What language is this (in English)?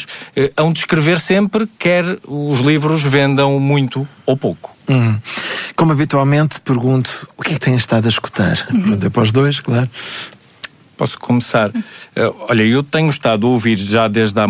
Portuguese